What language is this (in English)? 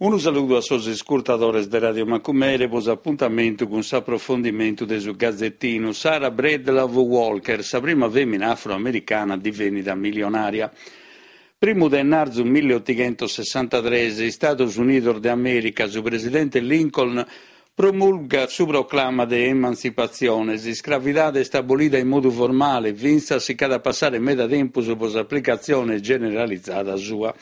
Sardinian